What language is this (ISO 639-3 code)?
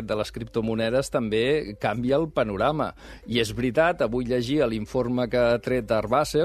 cat